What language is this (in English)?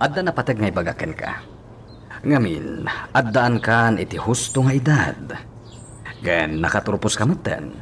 Iloko